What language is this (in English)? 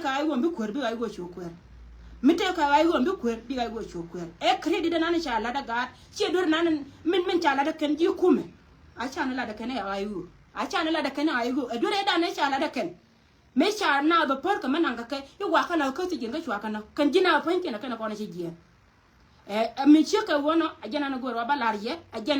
Nuer